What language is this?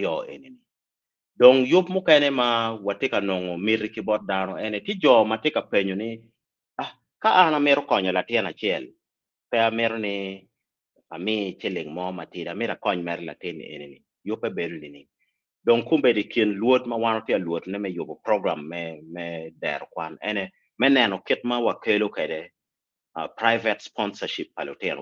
Acoli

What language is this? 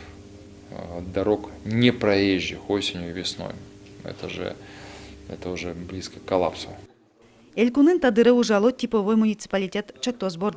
Udmurt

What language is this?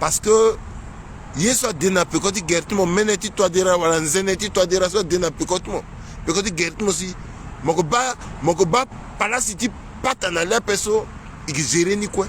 Sango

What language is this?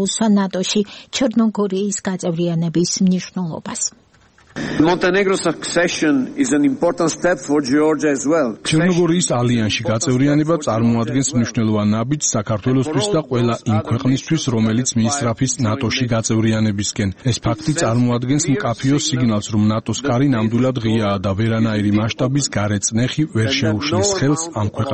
Georgian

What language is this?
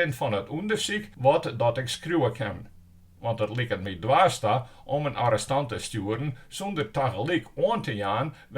Western Frisian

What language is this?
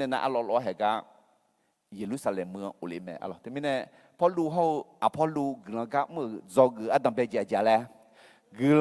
Akha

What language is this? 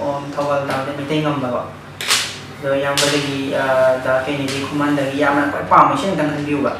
Manipuri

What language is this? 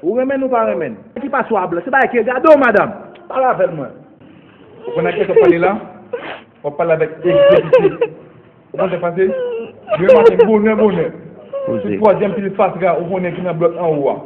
Haitian Creole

